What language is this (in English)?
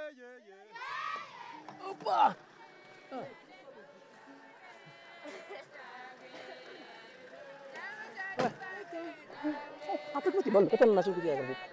Greek